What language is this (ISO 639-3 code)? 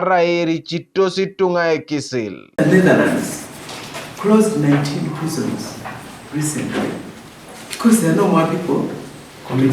teo